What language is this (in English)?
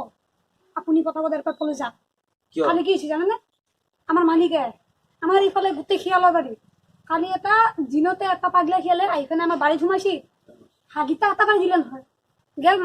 Assamese